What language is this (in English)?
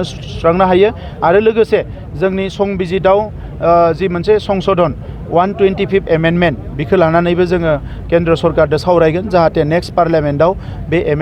Bodo